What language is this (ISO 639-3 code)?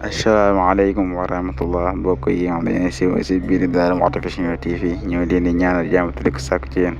wol